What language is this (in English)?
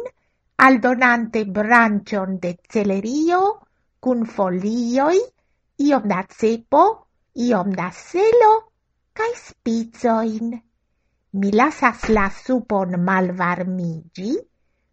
Esperanto